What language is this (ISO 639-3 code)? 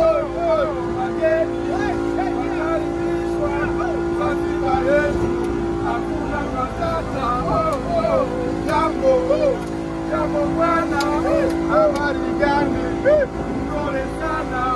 swa